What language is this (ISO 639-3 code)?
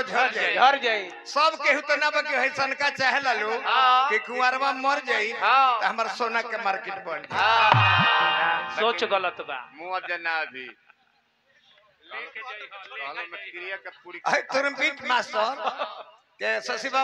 bho